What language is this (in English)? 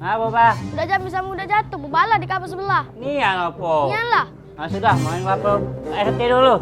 Musi